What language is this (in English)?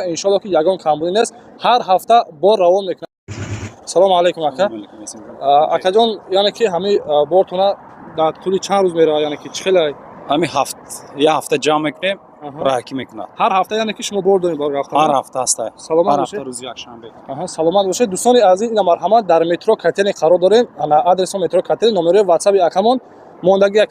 Tajik